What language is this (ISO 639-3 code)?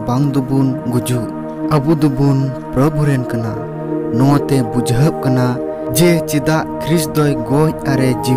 sat